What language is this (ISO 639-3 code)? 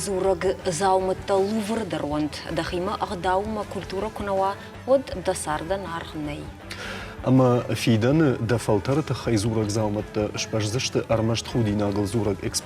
oss